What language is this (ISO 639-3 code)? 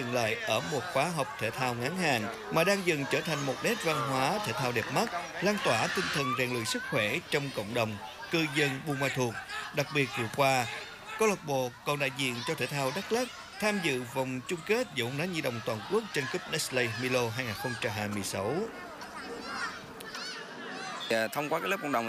vie